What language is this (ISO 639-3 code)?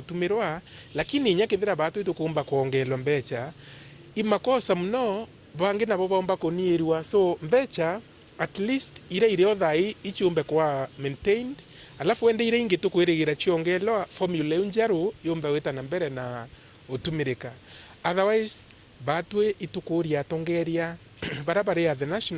mer